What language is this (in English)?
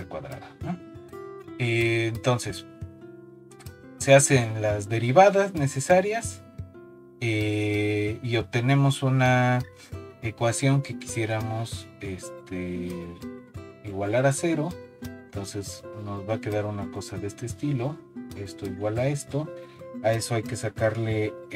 Spanish